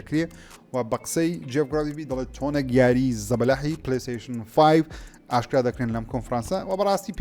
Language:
Central Kurdish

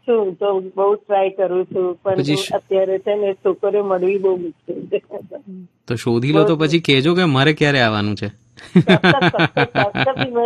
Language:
Gujarati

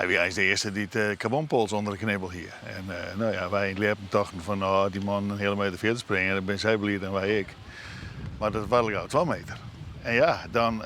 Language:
Western Frisian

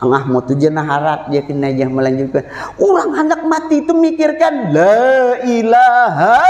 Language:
Banjar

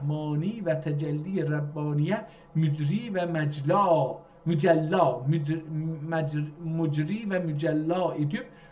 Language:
South Azerbaijani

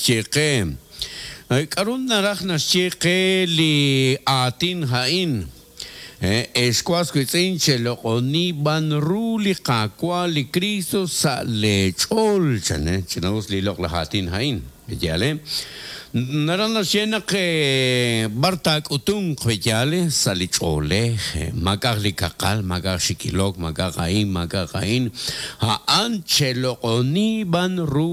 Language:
Kekchí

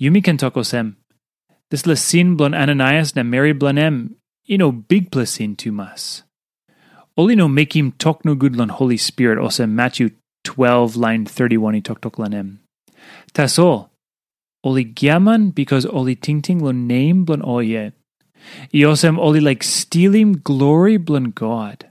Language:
Tok Pisin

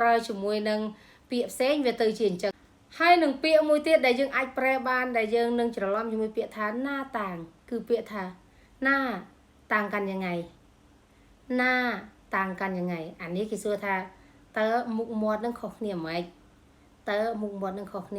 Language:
Khmer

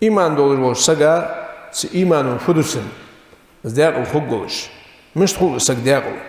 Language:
Ingush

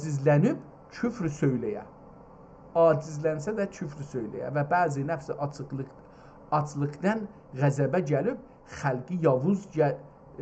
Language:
South Azerbaijani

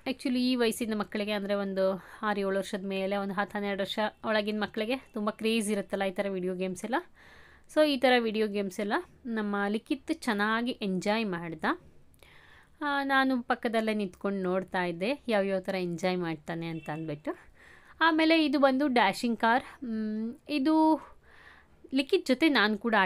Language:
Kannada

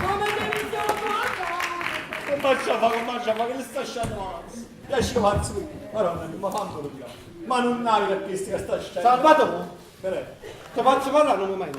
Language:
Neapolitan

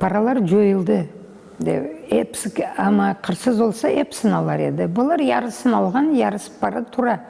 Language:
Crimean Tatar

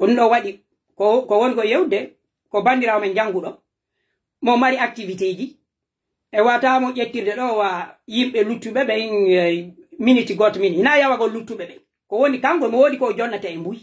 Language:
Pular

